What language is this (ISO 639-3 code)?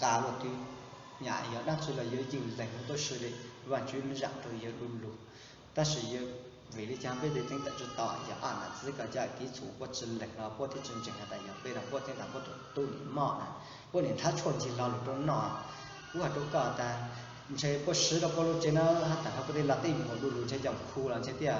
hmn